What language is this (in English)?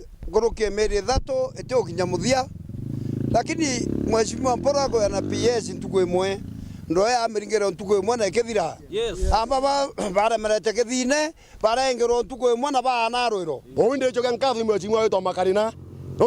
Meru